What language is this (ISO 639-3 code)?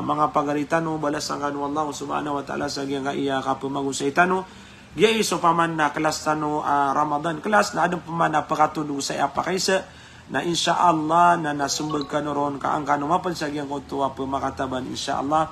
mrw